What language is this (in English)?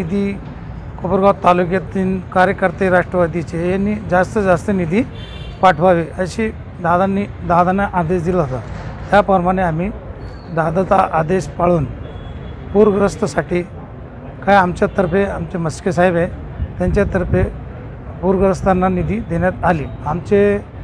Marathi